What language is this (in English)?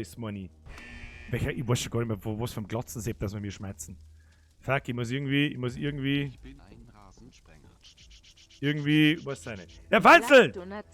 Bavarian